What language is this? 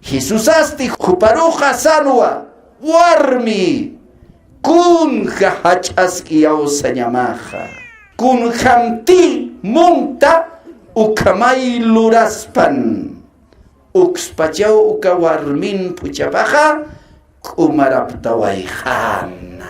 Aymara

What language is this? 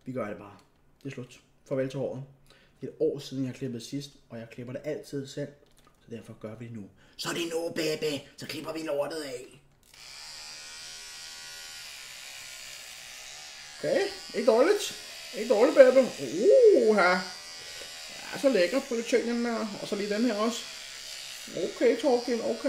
Danish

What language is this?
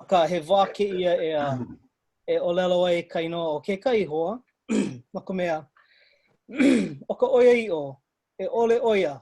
Hawaiian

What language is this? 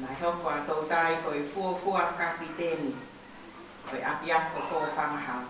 Tongan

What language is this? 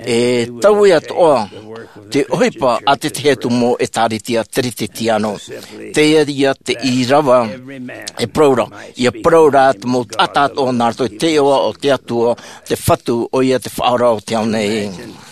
Tahitian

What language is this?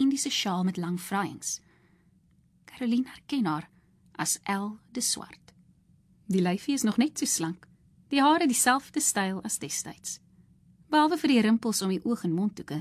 Afrikaans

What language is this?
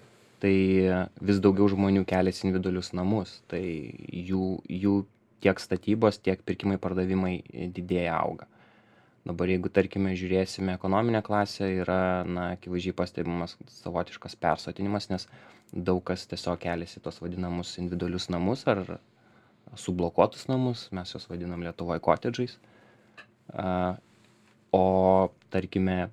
Lithuanian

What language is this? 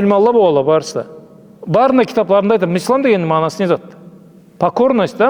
Karachay-Balkar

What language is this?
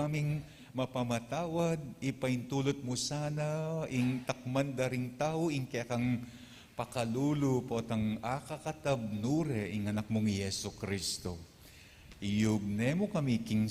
Pampanga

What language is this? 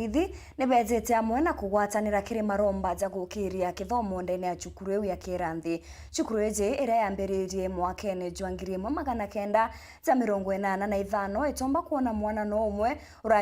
Meru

